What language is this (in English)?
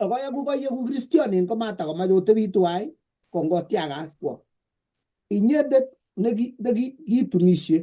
Kalenjin